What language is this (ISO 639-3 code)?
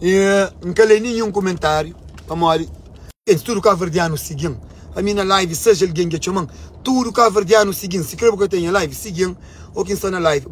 kea